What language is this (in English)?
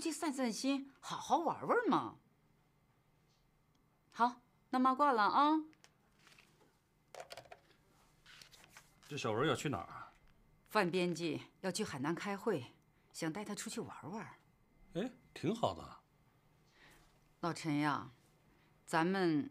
Chinese